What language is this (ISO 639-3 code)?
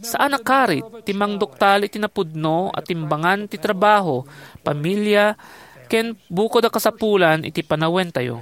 ilo